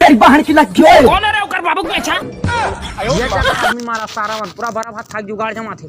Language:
Chhattisgarhi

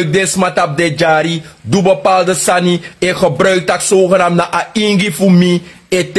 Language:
Sranan Tongo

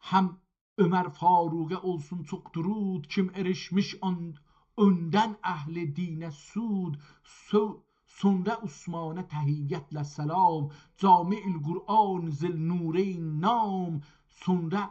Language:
South Azerbaijani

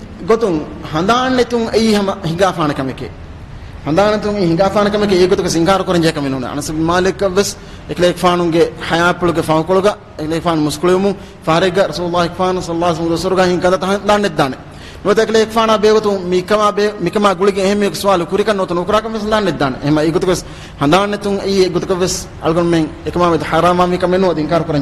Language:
Divehi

